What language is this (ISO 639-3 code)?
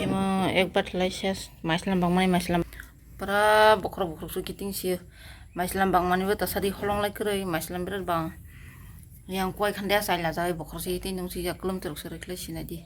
trp